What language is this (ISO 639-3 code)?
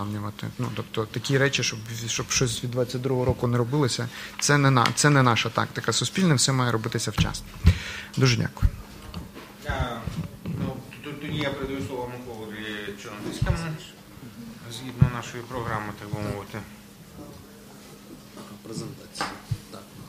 ukr